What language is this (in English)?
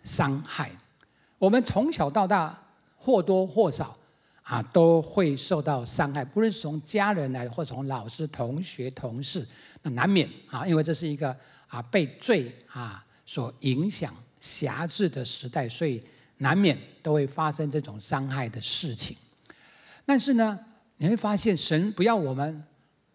Chinese